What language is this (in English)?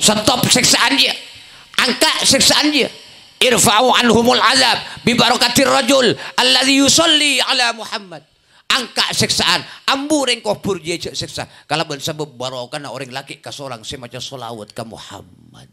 Madurese